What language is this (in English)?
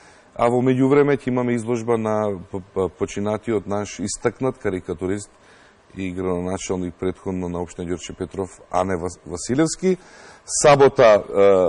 Macedonian